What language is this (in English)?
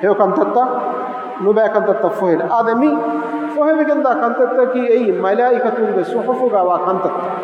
Divehi